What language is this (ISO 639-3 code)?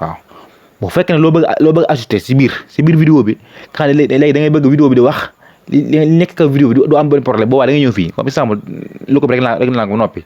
wol